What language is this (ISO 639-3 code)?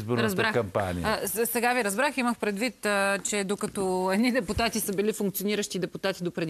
bul